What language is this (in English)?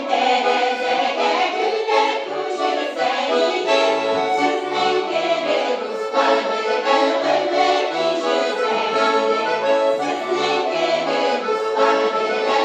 Tatar